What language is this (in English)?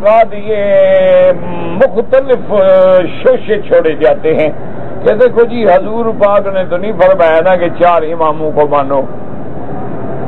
Urdu